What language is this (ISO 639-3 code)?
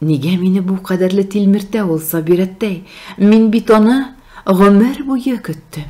tat